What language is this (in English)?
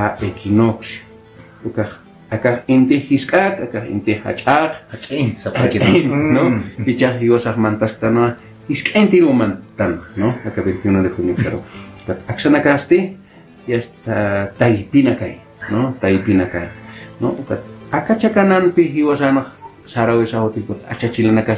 Aymara